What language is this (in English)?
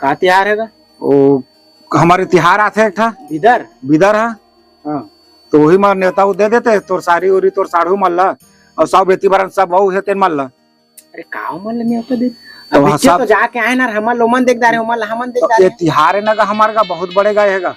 Chhattisgarhi